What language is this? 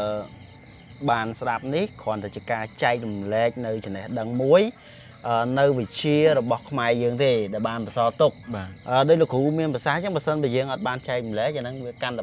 Khmer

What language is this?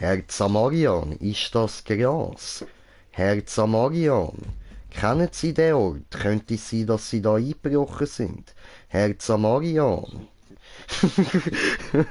Swiss German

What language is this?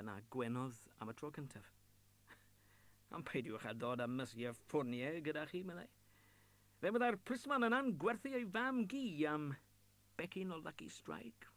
Welsh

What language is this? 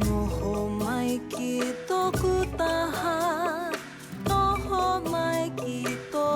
Māori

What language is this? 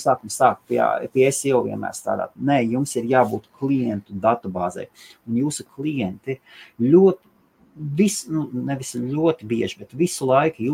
Latvian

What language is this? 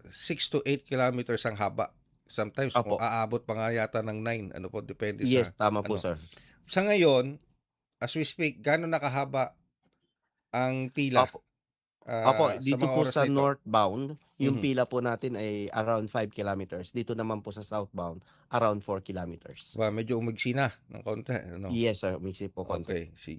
Filipino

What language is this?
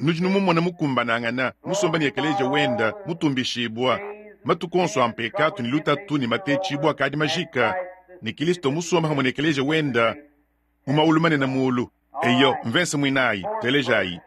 Luba-Lulua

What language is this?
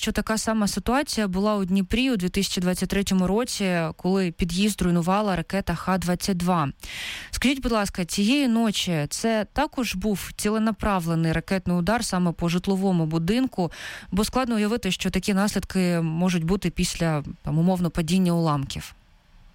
Ukrainian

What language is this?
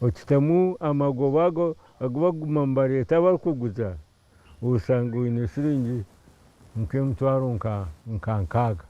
Nyankole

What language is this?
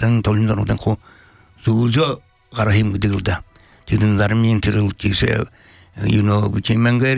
Belarusian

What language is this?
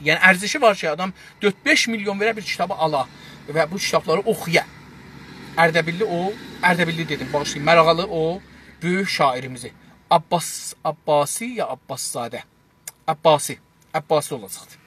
South Azerbaijani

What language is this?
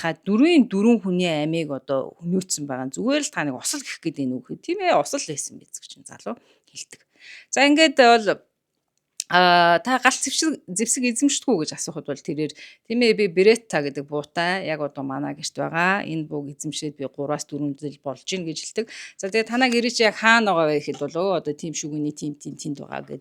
Mongolian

